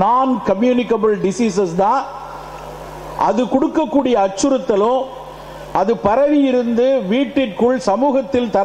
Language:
Tamil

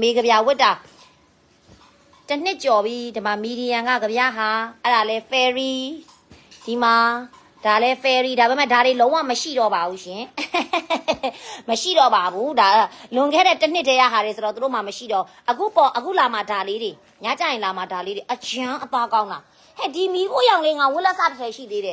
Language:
Burmese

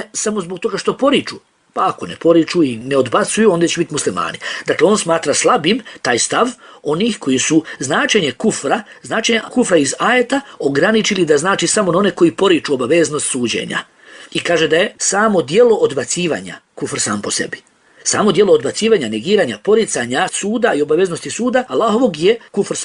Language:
Bosnian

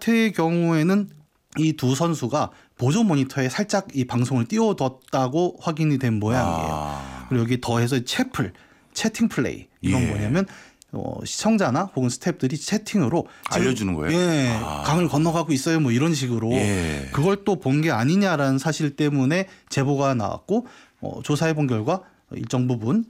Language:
Korean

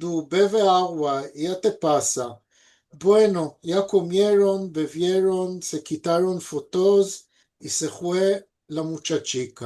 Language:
Ladino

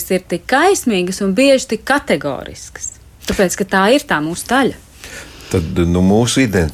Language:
Latvian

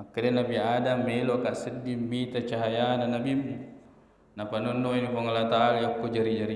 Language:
Buginese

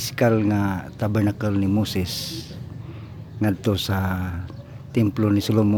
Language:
Cebuano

